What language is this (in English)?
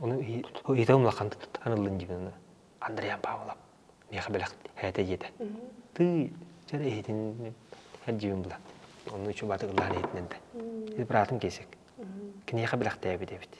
Yakut